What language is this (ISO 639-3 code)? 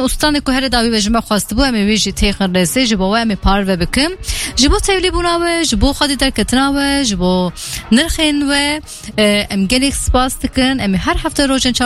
kur